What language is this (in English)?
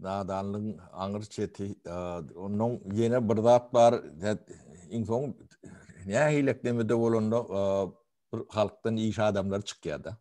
Turkmen